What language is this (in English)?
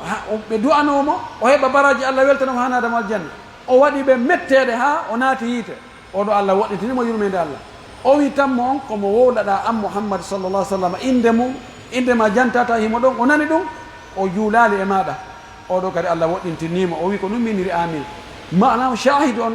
Pular